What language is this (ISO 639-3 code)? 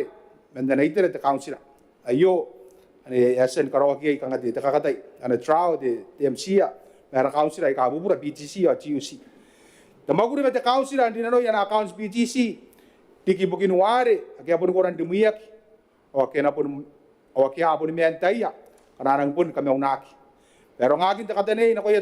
gil